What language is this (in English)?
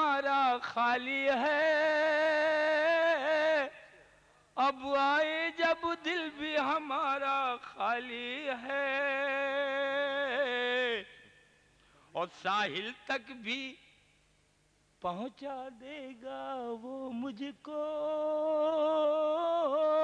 Urdu